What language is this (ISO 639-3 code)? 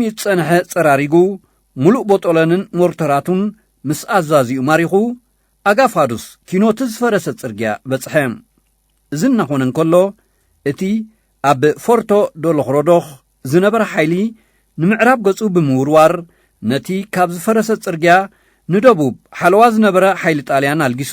tir